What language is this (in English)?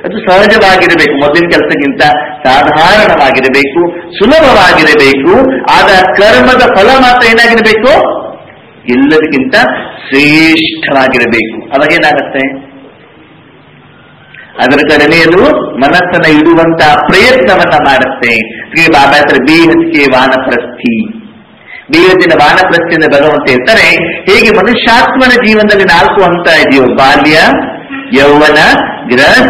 Kannada